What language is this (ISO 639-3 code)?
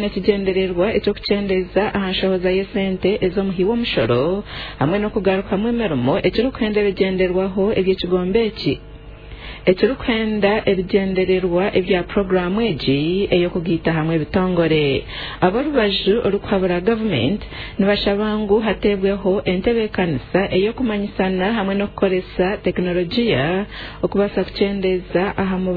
nyn